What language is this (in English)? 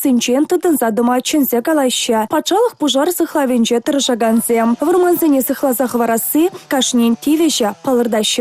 Chuvash